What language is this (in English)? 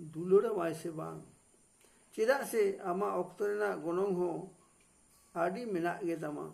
Santali